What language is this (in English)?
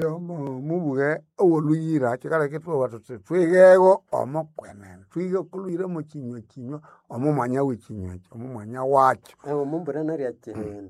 Nande